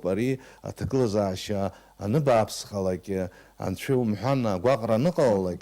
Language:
Abkhazian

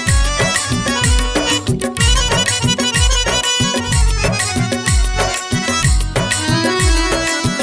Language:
Malayalam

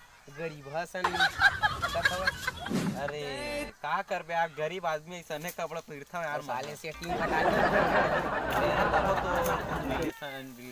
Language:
Chhattisgarhi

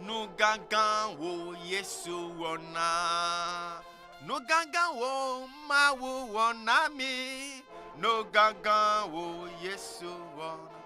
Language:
Ewe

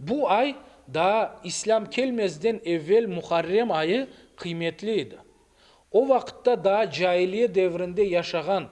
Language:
Crimean Tatar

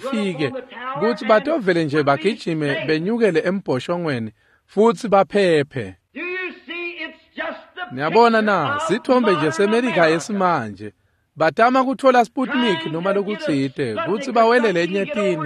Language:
Swati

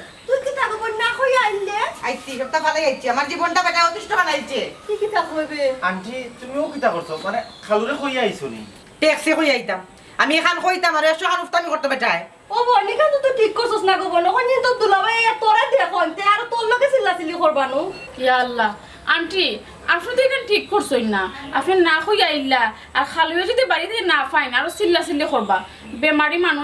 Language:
Sylheti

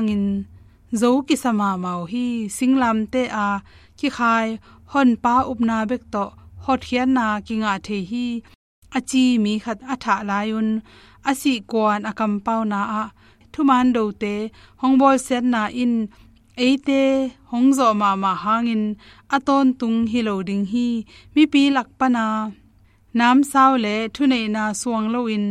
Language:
Tedim Chin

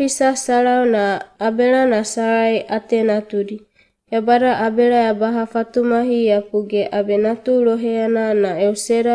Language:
Wagawaga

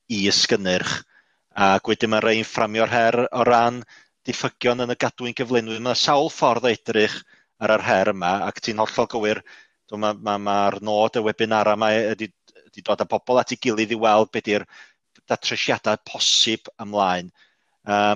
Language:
Welsh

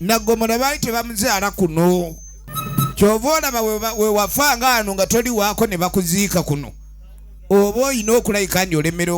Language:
Ganda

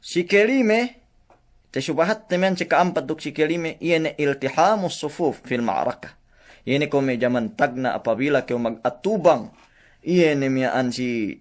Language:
Yakan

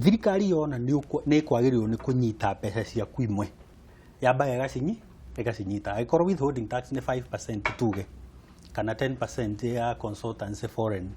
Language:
Kikuyu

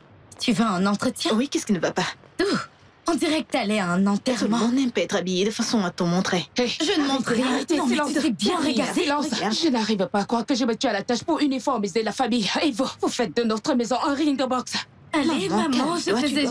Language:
French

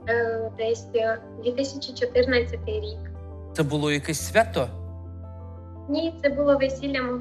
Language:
Ukrainian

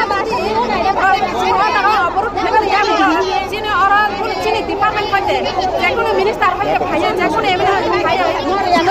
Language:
Kok Borok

